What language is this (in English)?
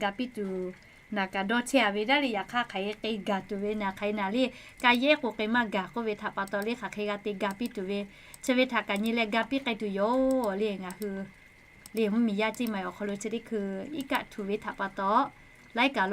Lahu